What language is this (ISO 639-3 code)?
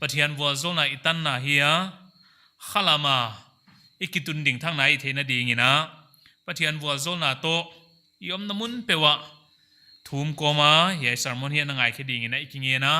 pck